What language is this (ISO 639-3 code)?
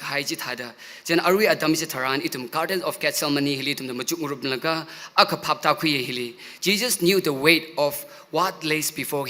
nmf